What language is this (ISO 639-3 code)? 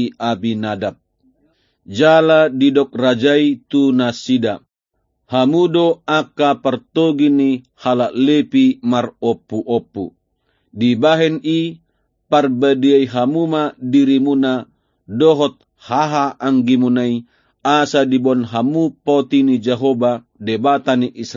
bbc